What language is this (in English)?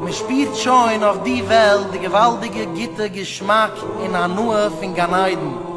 Yiddish